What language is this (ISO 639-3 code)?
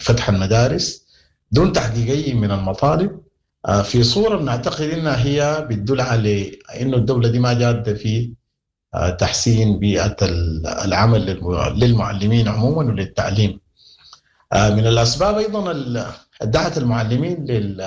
apd